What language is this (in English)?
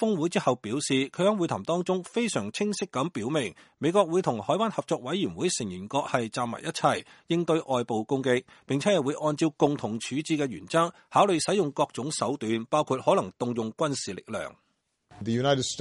Cantonese